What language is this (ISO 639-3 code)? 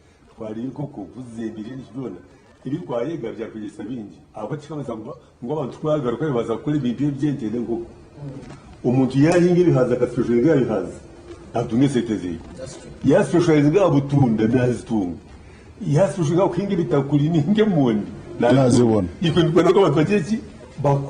nyn